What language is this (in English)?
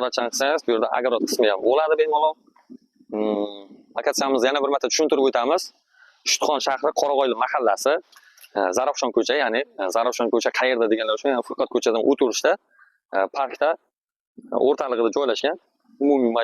Uzbek